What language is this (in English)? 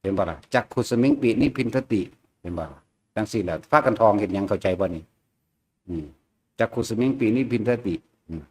Northeastern Thai